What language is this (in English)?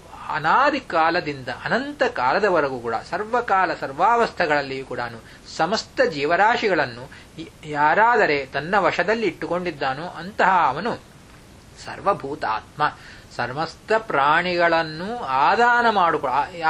Kannada